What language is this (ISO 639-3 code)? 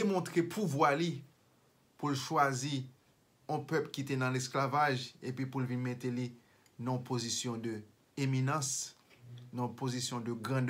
hat